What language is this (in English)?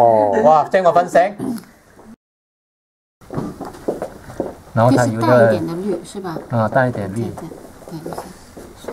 Chinese